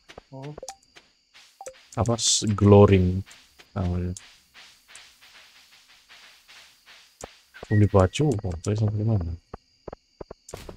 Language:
Indonesian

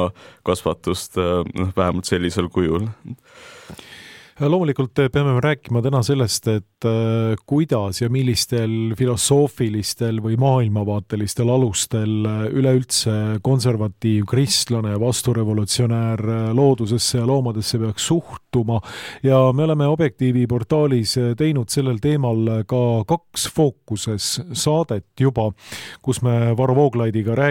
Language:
Estonian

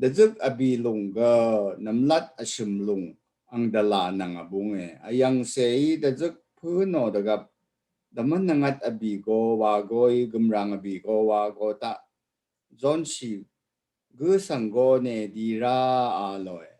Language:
Rawang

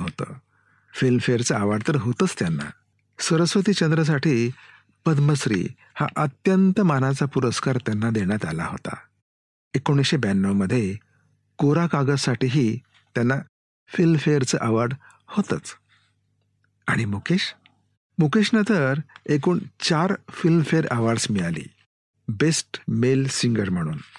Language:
Marathi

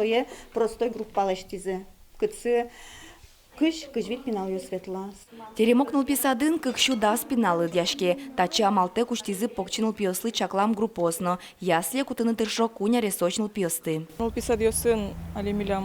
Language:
Udmurt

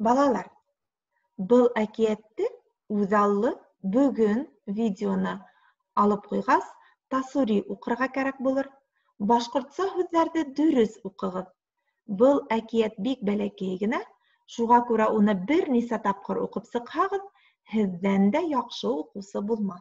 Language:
Bashkir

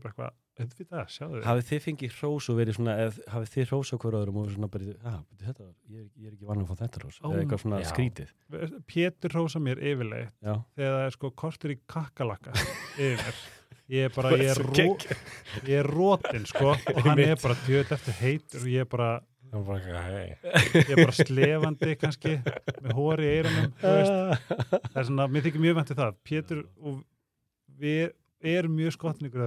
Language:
Icelandic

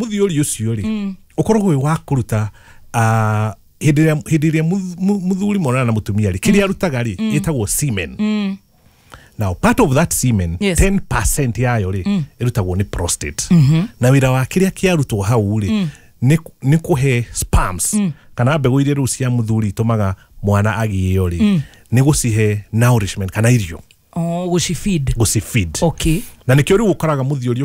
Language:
Kikuyu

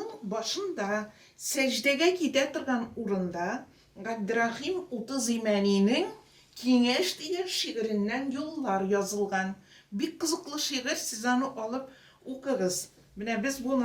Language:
Tatar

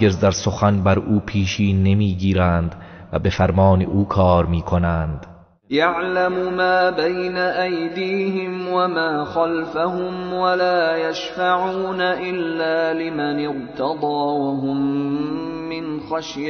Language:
Tajik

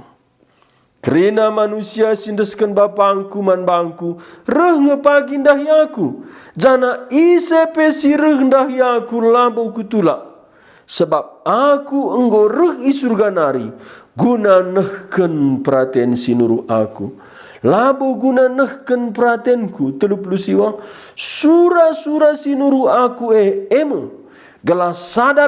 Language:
Batak Karo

